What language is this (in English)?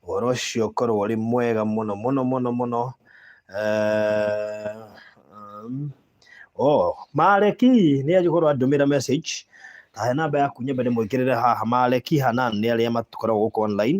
Kikuyu